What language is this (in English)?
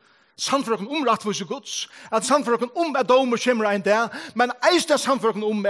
Faroese